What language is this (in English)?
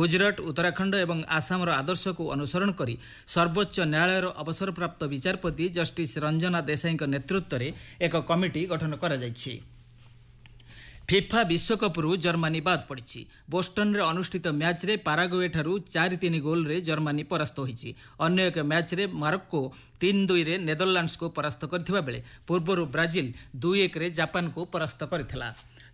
Odia